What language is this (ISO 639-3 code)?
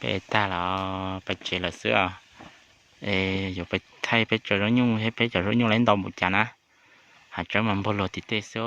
hmn